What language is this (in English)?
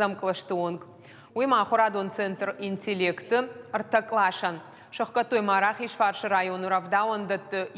Ossetic